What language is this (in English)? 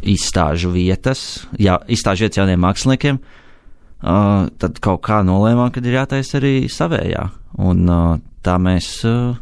Latvian